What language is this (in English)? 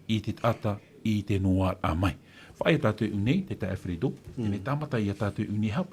Tahitian